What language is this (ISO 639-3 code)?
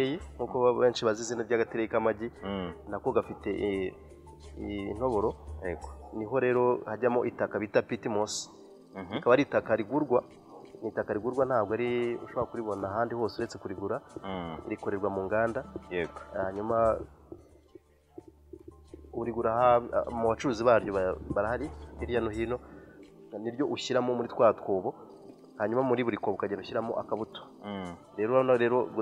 kin